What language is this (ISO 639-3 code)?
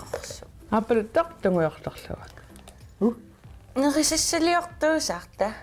kal